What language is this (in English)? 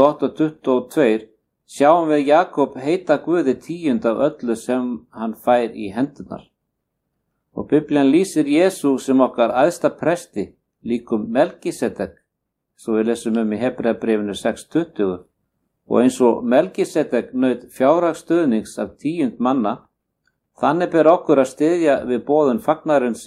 Icelandic